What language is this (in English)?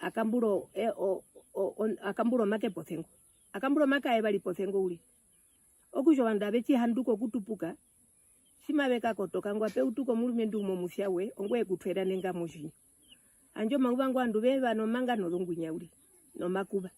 Herero